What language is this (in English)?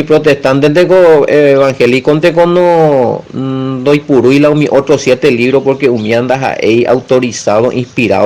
Guarani